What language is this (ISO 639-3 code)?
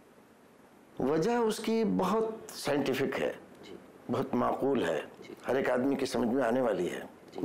urd